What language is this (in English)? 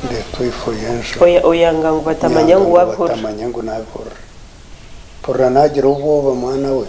Nyankole